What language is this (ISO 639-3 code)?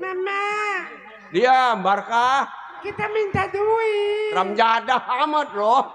bew